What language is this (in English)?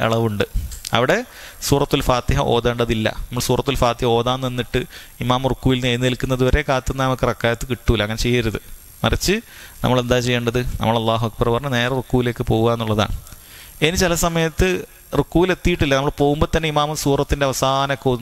Malayalam